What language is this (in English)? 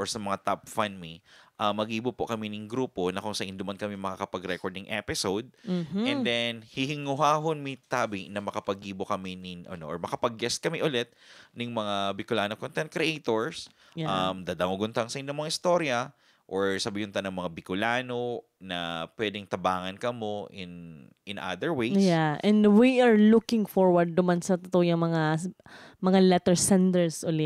Bikol